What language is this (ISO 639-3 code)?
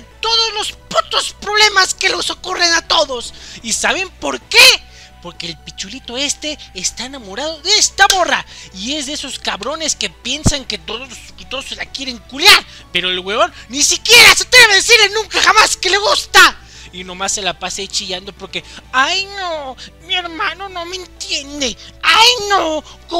spa